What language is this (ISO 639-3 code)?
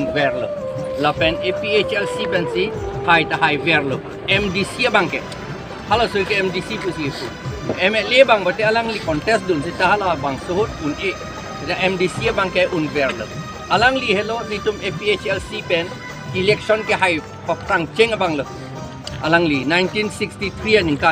mjw